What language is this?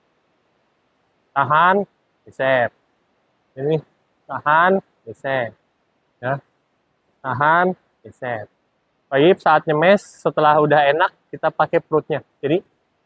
Indonesian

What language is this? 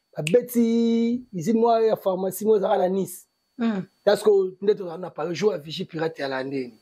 Lingala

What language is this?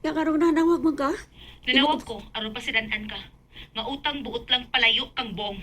Cebuano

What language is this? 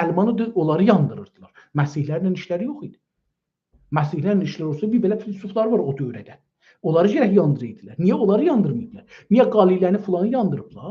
South Azerbaijani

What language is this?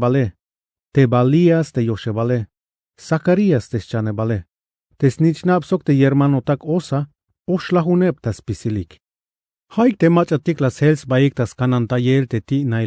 Tzeltal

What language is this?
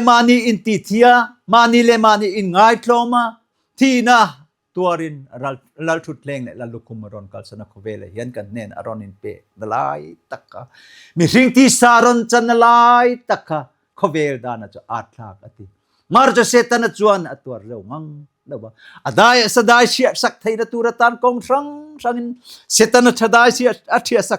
Mizo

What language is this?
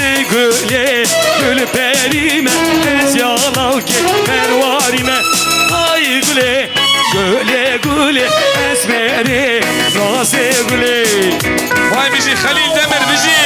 Kurdish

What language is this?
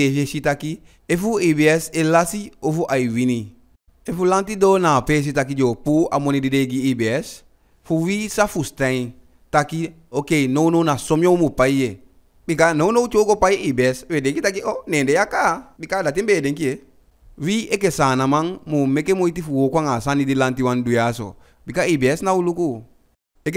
Eastern Maroon Creole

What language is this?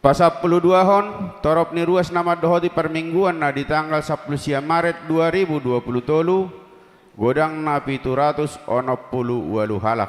Batak Toba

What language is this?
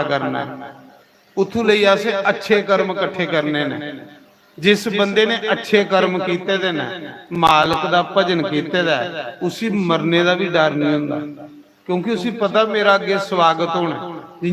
Dogri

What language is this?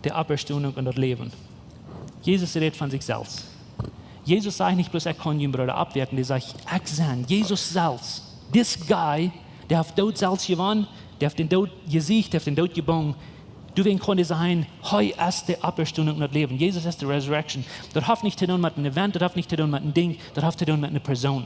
Plautdietsch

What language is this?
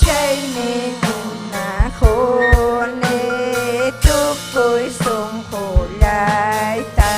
Ayacucho Quechua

